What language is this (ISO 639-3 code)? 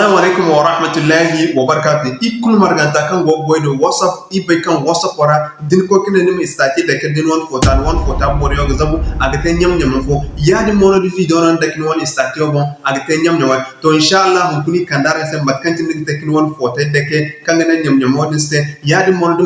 dje